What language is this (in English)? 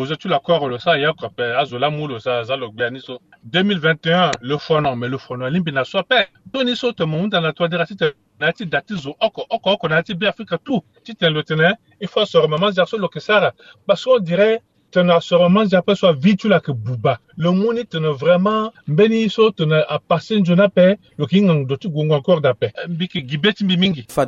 Sango